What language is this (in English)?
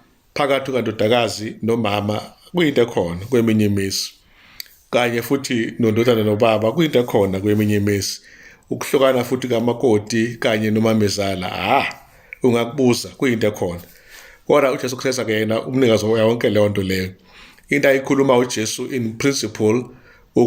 Zulu